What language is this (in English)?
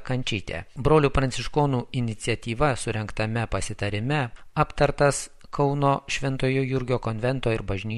Lithuanian